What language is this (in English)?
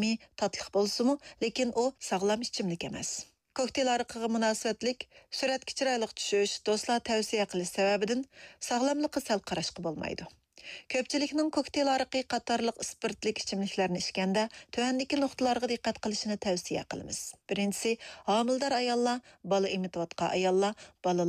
Uyghur